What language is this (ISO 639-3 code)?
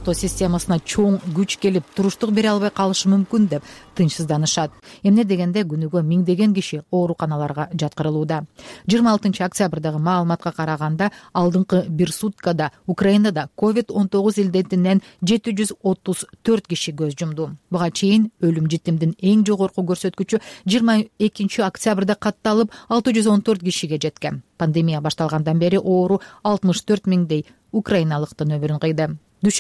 kir